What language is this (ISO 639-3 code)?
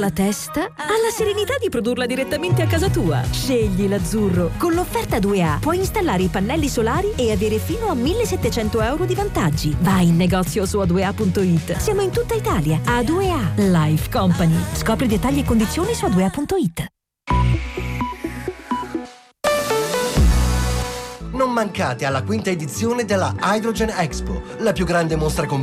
ita